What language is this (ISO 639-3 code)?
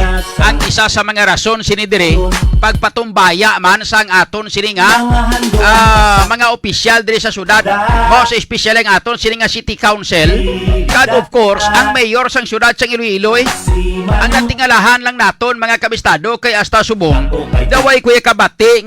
hil